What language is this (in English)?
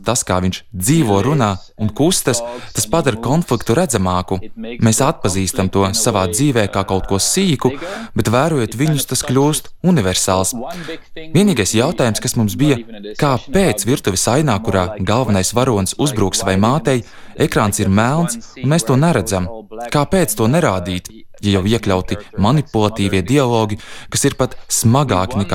Latvian